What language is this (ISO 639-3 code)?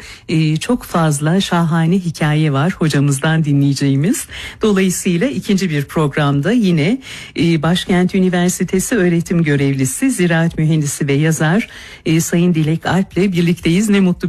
tur